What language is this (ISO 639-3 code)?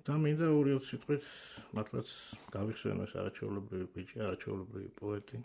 kat